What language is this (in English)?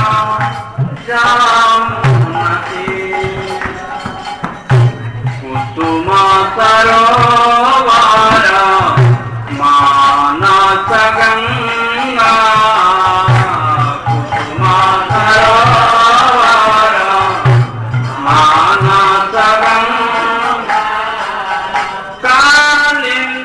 Odia